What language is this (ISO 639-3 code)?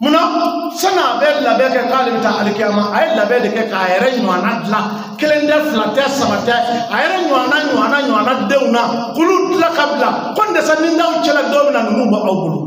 bam